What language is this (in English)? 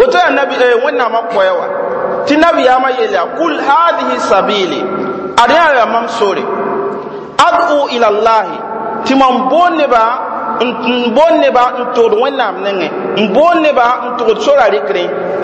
Mossi